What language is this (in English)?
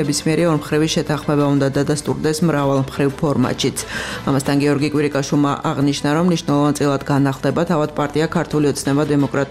Georgian